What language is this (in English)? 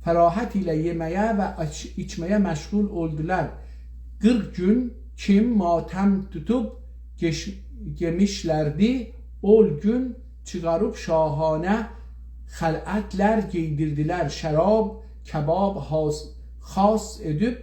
South Azerbaijani